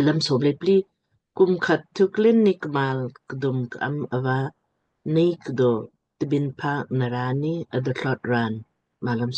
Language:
Lamkang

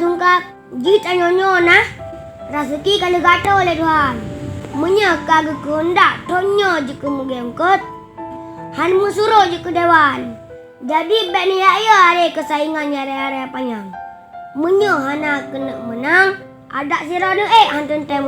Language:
Achinese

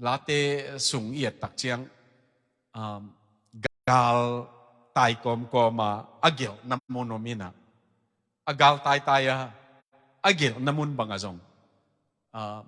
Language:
Tedim Chin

